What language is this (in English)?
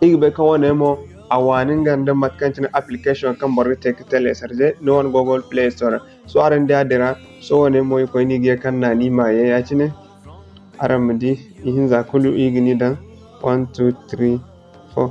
Zarma